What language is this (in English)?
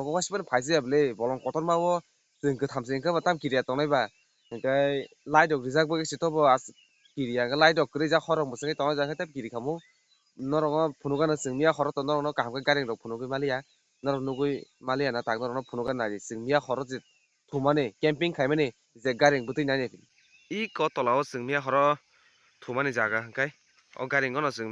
Kok Borok